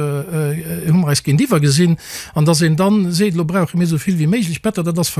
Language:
Luxembourgish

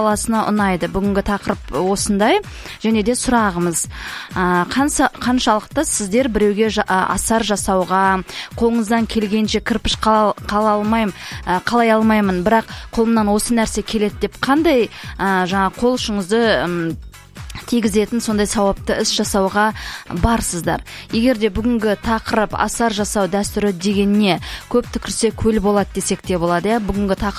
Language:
Kazakh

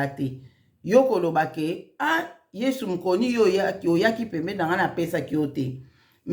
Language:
Lingala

